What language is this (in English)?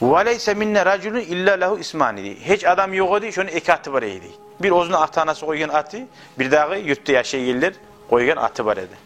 Kumyk